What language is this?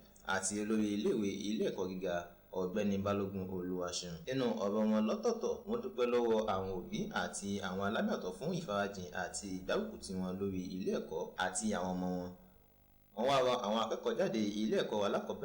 Yoruba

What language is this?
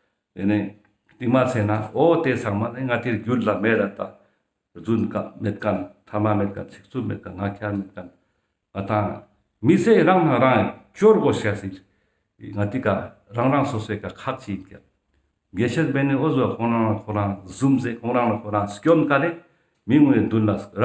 Ladakhi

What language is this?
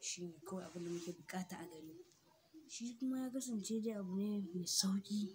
Hausa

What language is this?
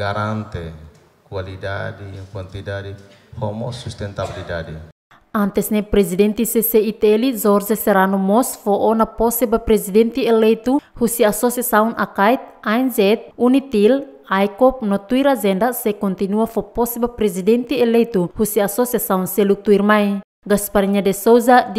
Tetum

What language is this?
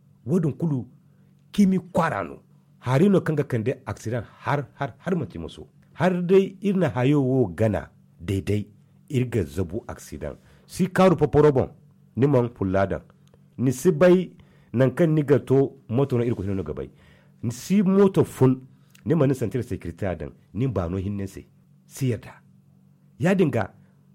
Zarma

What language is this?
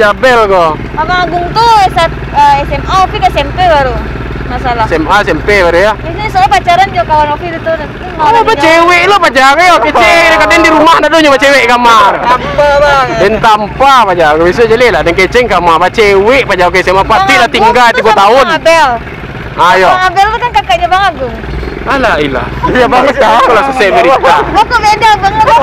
Minangkabau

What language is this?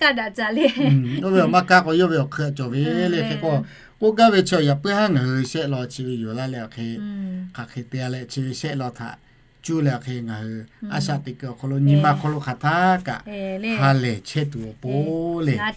Lahu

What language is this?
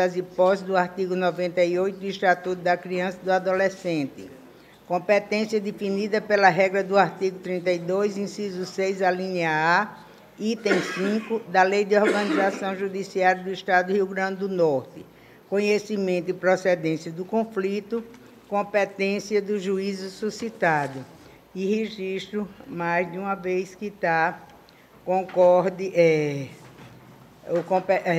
Portuguese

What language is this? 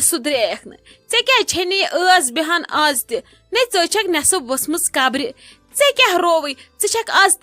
Kashmiri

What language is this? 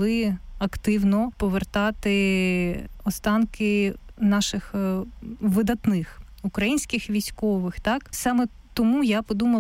Ukrainian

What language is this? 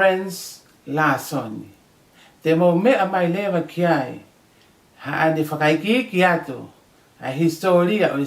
Tongan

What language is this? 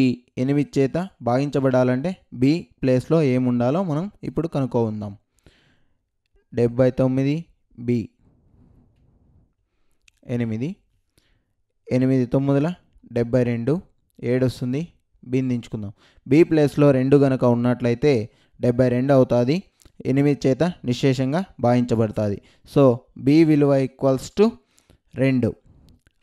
Telugu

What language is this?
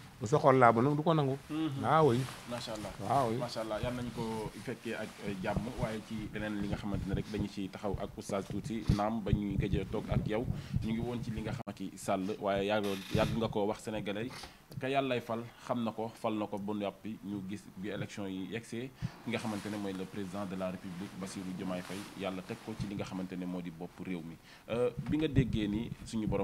Wolof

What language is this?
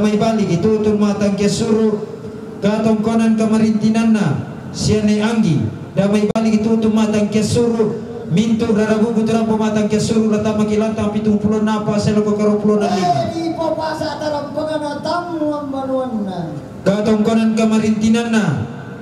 Toraja-Sa'dan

